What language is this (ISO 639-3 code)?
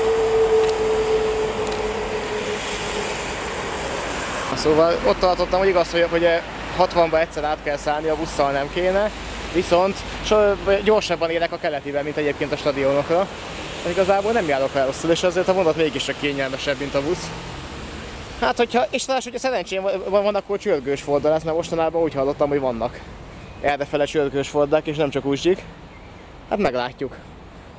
hun